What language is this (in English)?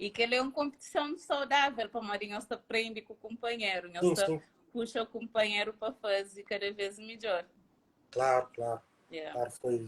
Kabuverdianu